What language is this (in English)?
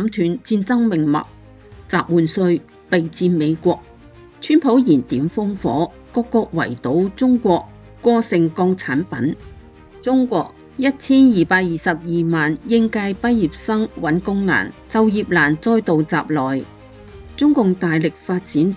Cantonese